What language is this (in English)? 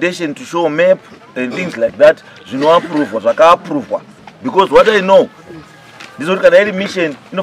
Shona